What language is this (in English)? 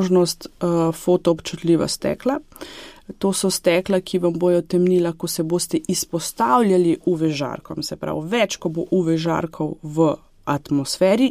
Slovenian